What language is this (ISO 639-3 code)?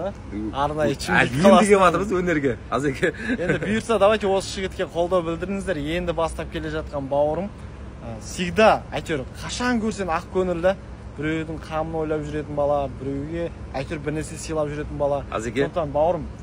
kaz